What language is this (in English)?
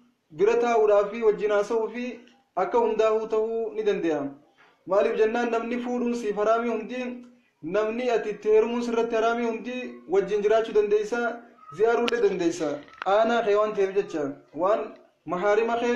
Oromo